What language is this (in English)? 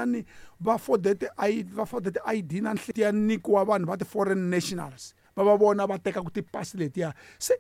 Tsonga